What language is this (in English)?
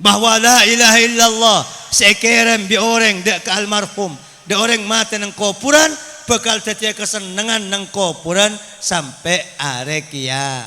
Madurese